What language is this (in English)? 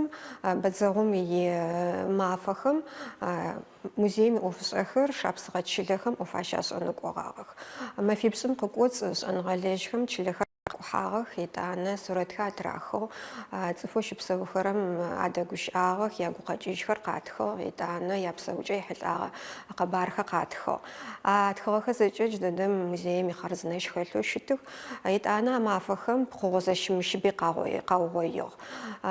Adyghe